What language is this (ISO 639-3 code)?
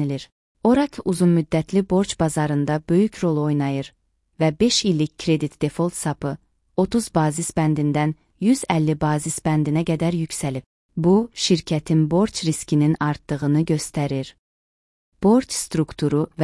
aze